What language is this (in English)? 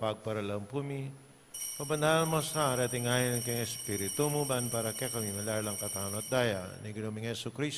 Pampanga